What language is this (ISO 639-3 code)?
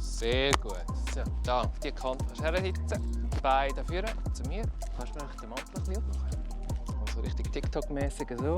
gsw